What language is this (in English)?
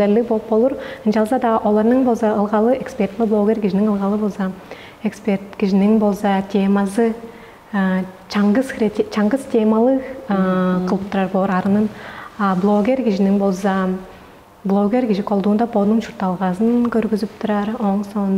Tuvinian